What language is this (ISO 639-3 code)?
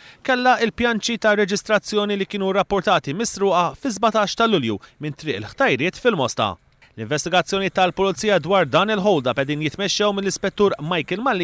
mlt